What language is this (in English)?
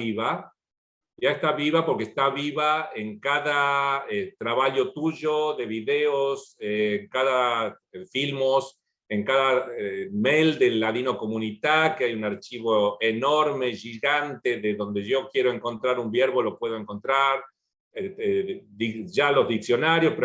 Ladino